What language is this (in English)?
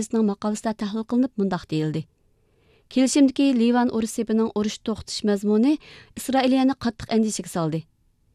Uyghur